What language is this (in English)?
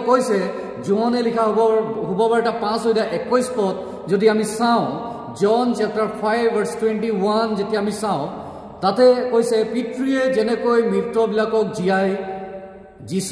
Assamese